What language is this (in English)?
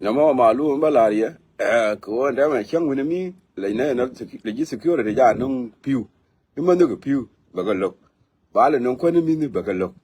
Nuer